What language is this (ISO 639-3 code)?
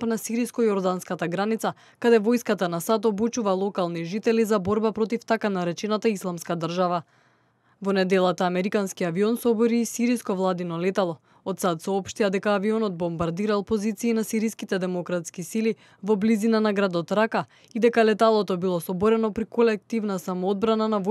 mkd